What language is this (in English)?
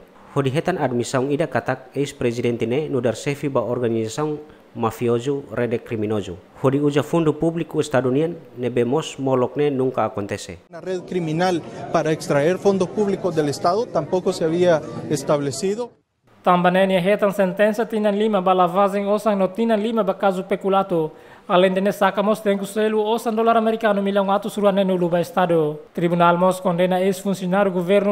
Tetum